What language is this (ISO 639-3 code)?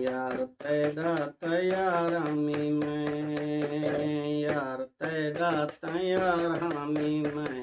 skr